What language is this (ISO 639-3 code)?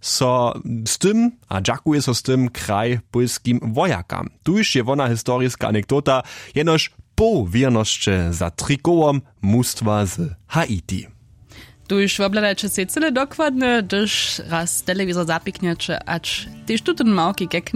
hsb